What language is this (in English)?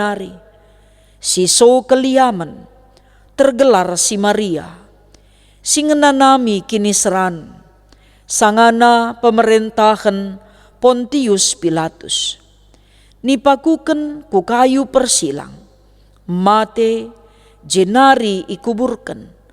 Batak Karo